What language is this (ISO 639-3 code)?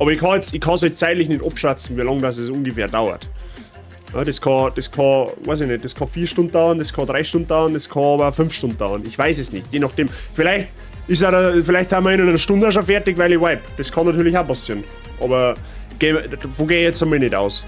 bar